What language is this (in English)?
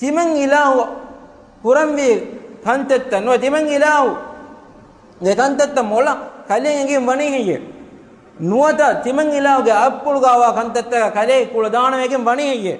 Divehi